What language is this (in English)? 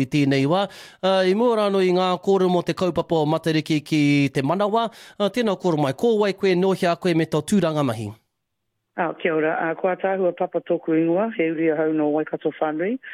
Māori